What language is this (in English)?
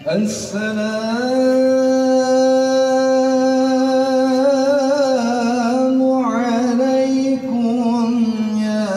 Betawi